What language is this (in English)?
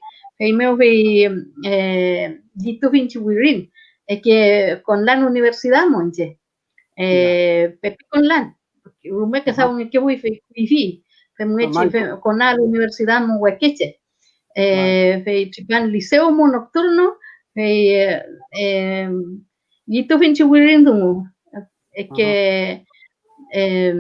Mapuche